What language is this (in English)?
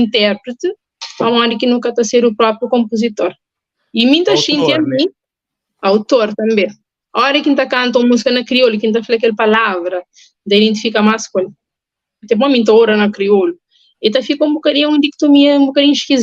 Kabuverdianu